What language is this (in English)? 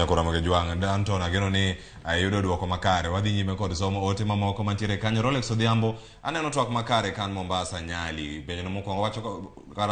Luo (Kenya and Tanzania)